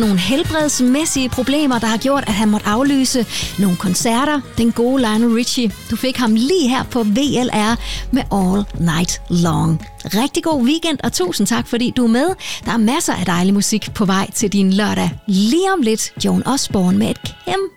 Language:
Danish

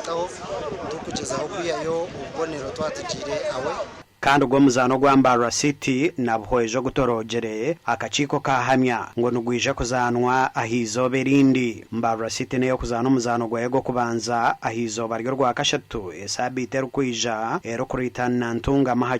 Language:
Nyankole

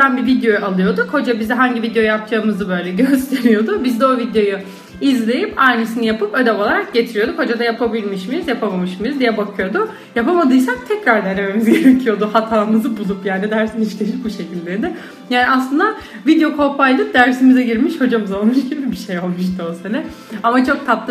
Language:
Turkish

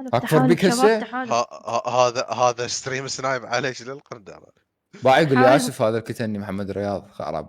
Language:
Mesopotamian Arabic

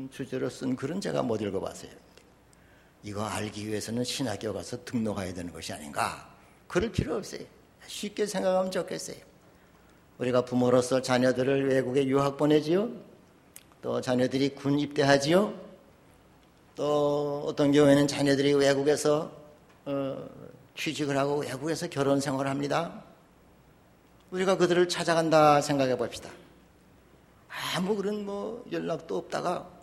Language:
Korean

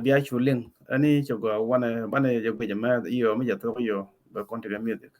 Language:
Nuer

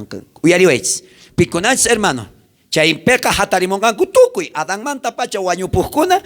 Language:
South Bolivian Quechua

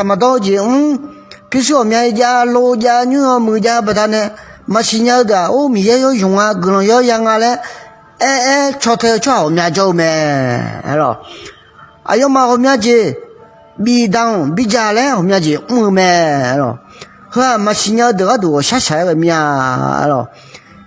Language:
Akha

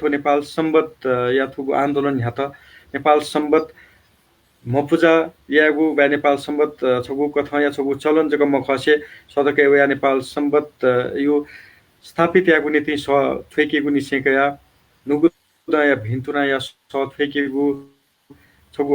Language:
Newari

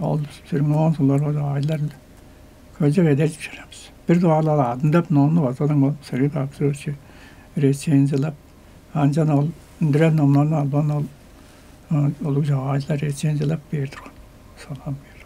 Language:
Tuvinian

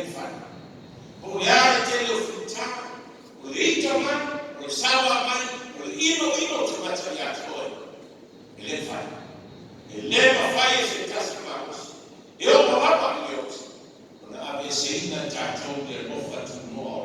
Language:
Samoan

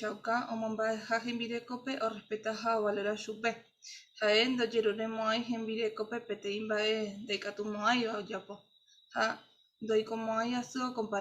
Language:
Guarani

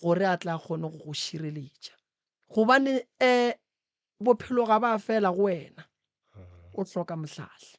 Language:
Northern Sotho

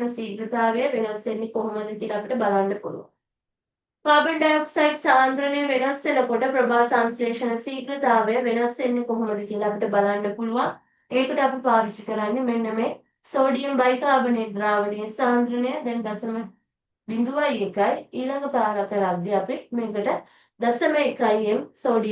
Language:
Sinhala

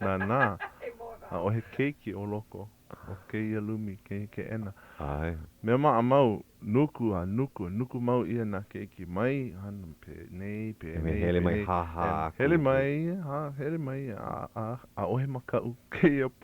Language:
Hawaiian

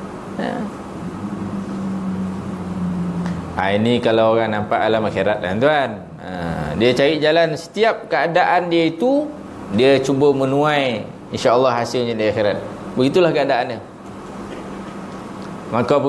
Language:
Malay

